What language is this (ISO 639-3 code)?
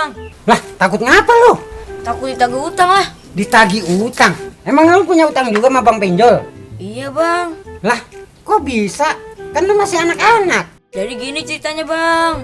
bew